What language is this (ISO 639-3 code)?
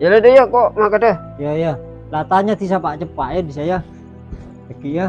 mad